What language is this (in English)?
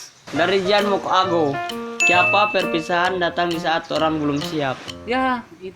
Manado Malay